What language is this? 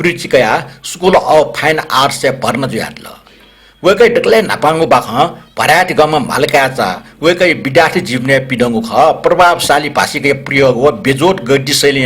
Newari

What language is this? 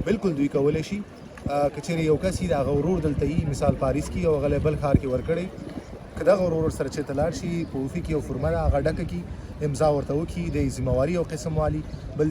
Pashto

